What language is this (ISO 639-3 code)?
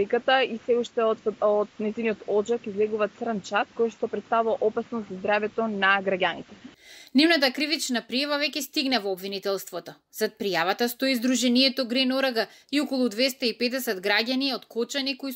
mkd